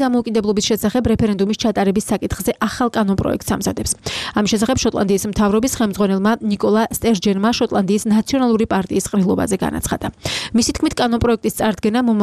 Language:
Georgian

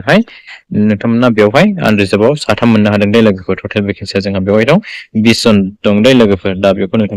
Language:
Bodo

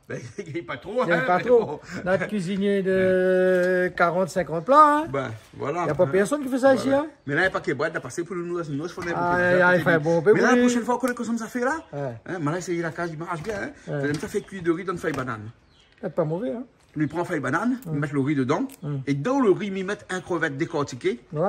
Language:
Réunion Creole French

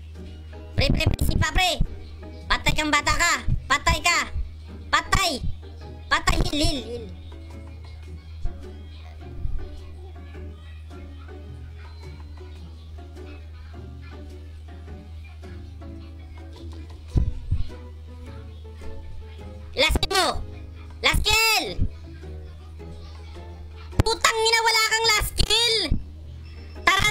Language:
Filipino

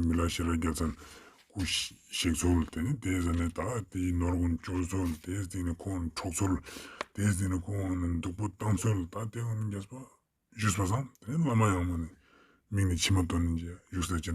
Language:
Ladakhi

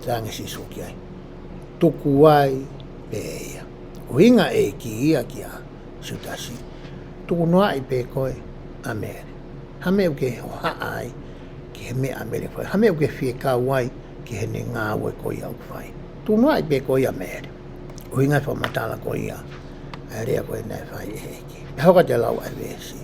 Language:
Tongan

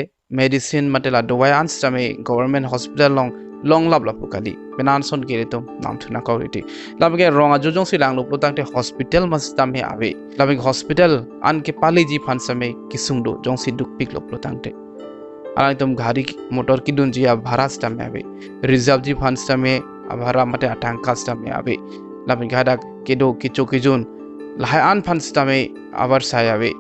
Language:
Karbi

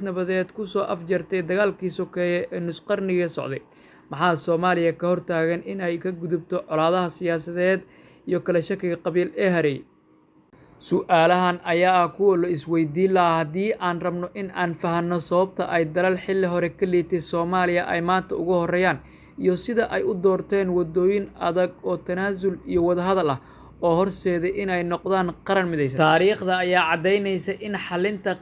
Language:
Somali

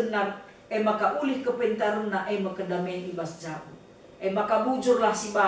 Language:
Batak Karo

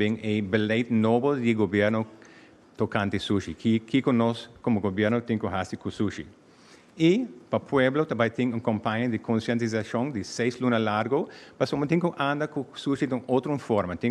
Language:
Papiamento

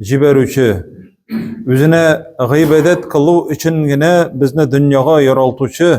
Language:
Tatar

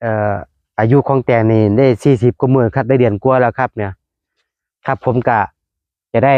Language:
Northeastern Thai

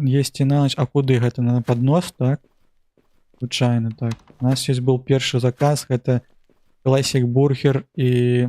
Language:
Belarusian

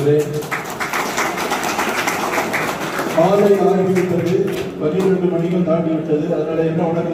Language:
Tamil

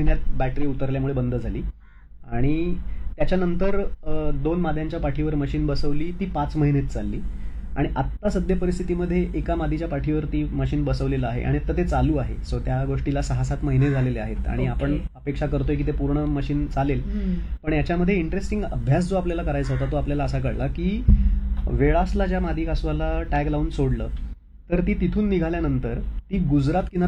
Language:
Marathi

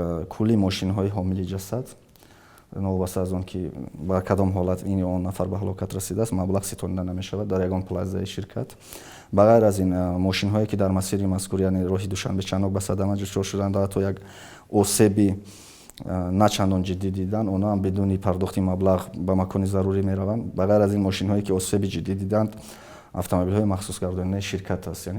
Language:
Tajik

